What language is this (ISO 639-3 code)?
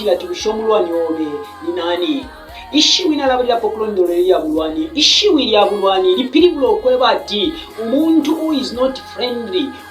bem